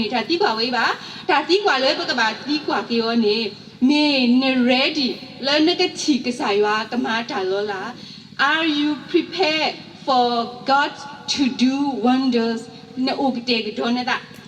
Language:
S'gaw Karen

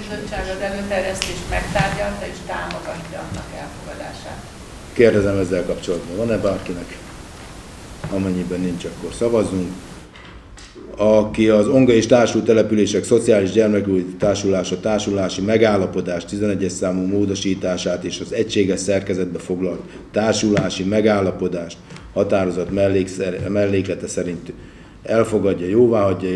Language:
Hungarian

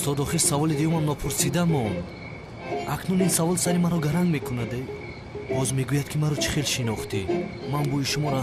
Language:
Tajik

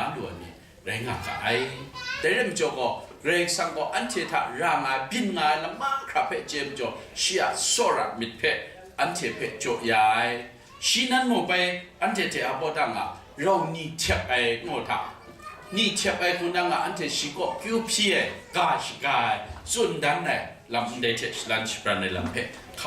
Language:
Kachin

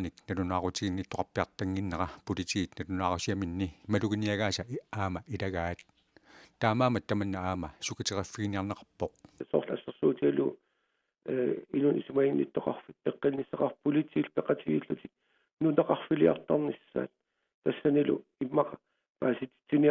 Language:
Kalaallisut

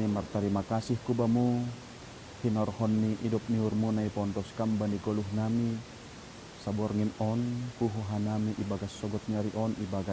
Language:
Batak Simalungun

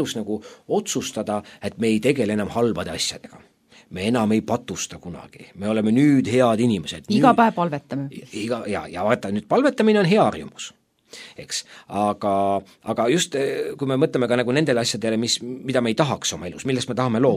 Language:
Estonian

